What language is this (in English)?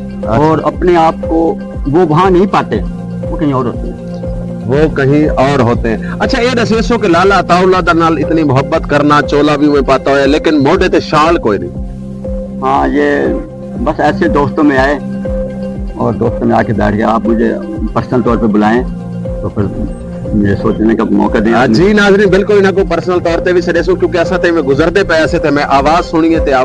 Saraiki